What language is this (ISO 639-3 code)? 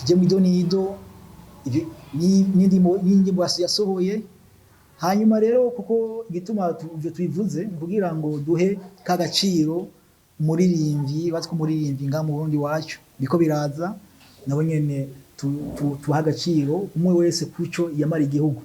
run